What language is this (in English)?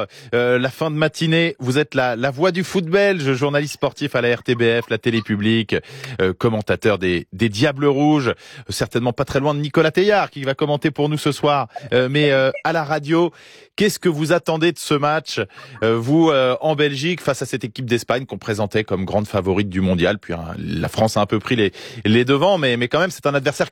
French